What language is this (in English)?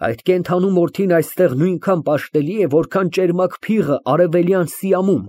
Armenian